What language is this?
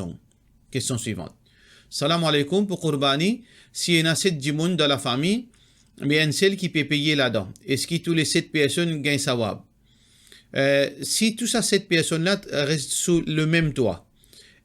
Morisyen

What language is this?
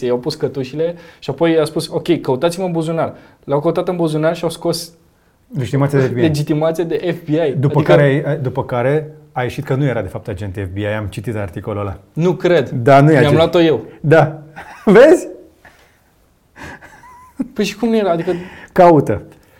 Romanian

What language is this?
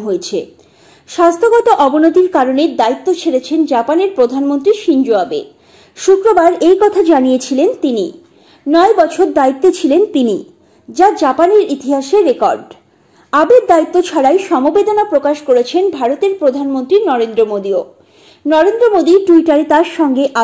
Bangla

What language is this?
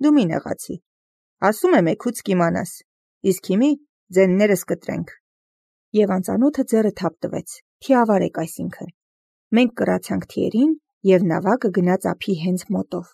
Armenian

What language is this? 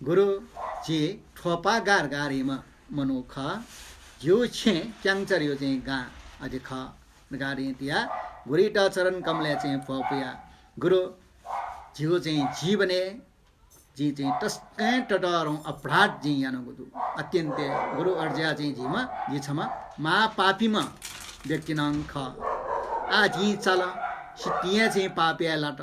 Newari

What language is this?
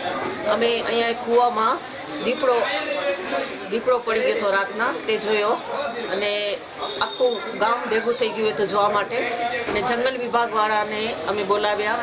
Gujarati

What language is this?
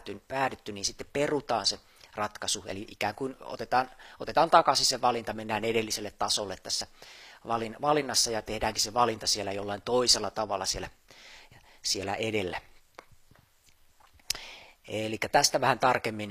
Finnish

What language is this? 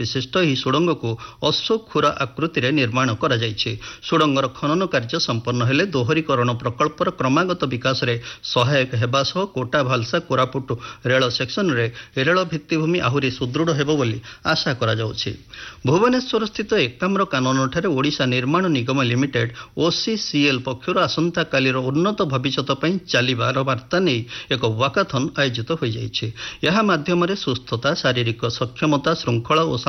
Odia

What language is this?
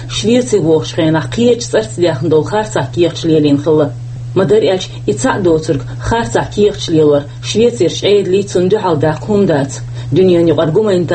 Chechen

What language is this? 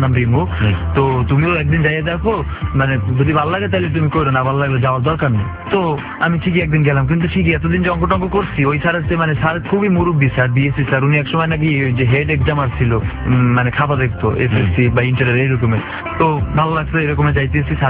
Bangla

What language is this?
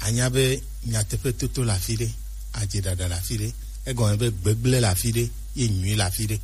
Gen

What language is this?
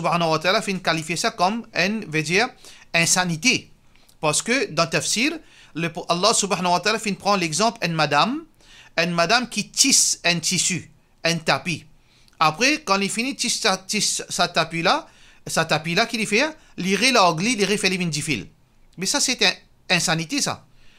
Morisyen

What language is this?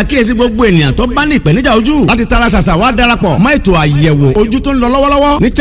Yoruba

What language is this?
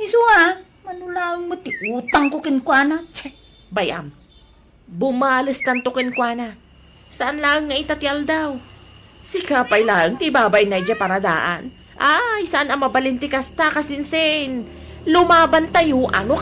Iloko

